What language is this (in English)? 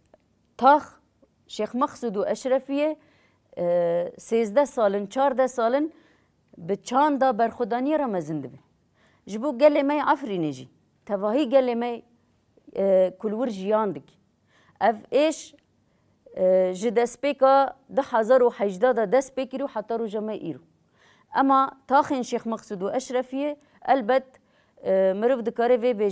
Kurdish